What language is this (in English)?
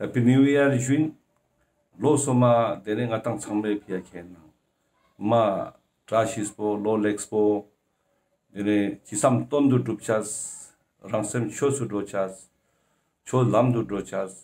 Ladakhi